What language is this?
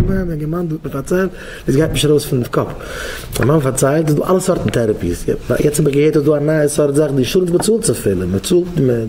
Yiddish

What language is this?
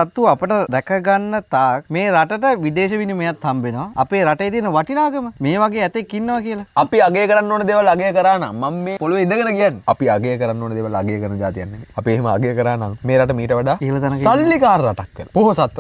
Sinhala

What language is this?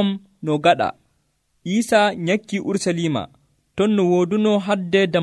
Nigerian Fulfulde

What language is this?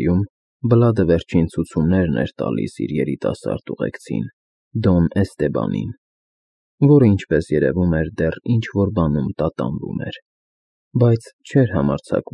Armenian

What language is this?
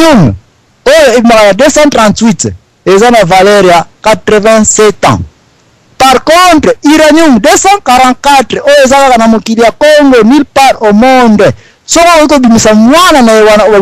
Lingala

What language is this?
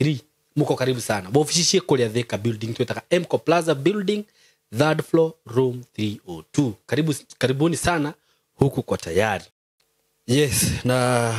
Kikuyu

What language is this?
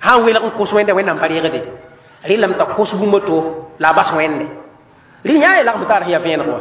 Mossi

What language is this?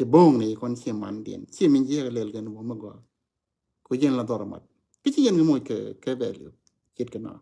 Nuer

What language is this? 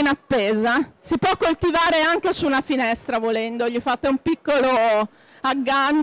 Italian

